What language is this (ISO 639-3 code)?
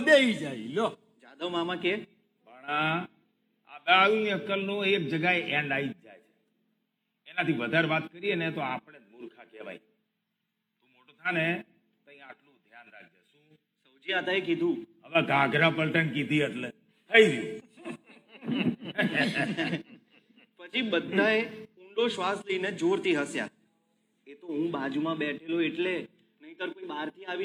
guj